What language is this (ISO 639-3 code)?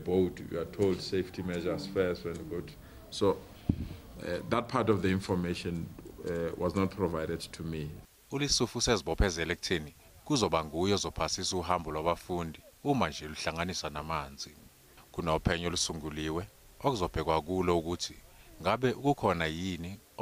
zul